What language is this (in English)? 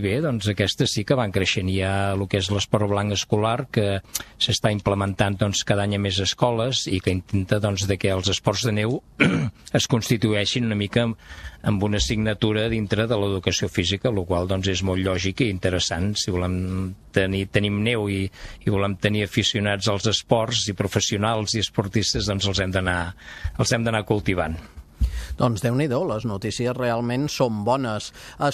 Catalan